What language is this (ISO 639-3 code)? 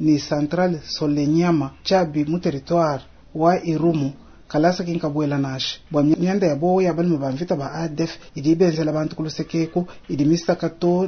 lua